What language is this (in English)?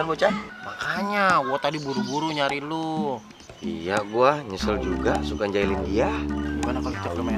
Betawi